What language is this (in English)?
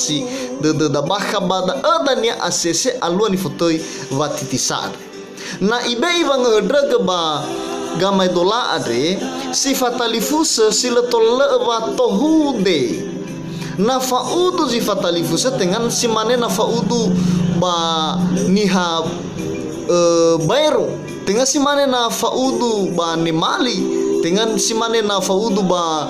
Nias